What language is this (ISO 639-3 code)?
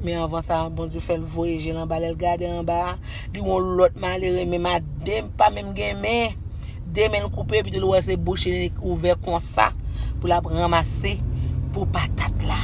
hat